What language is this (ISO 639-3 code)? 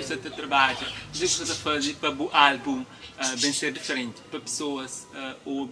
kea